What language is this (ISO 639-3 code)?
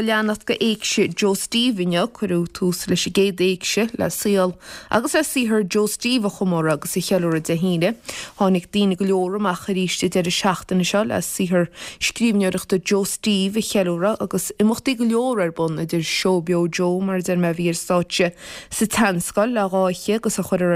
gle